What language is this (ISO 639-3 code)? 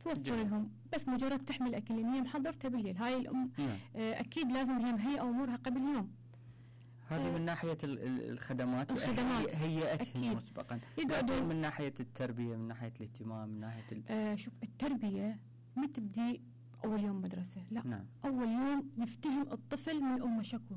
acm